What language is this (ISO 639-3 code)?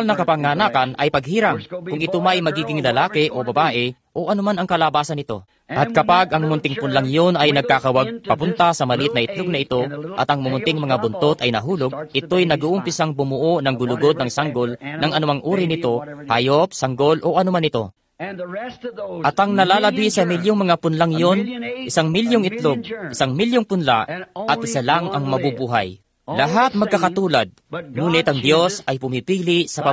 fil